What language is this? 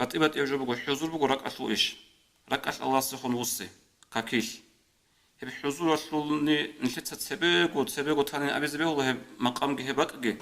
Avaric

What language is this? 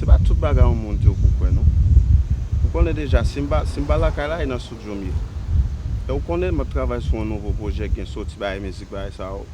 Haitian Creole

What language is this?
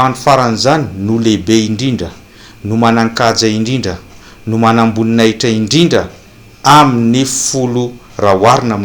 Malagasy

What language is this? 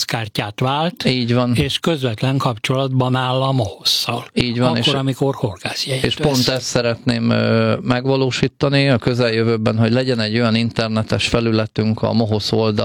Hungarian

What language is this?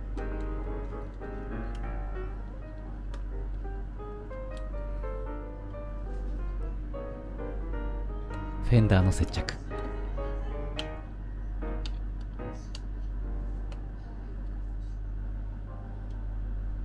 Japanese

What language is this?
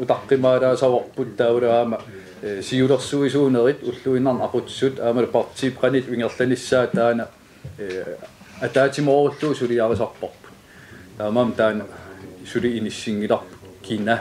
Kalaallisut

